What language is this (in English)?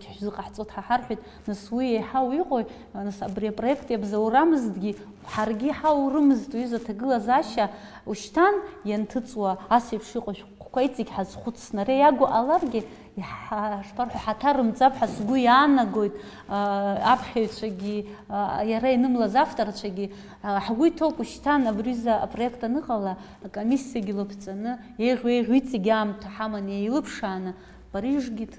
Abkhazian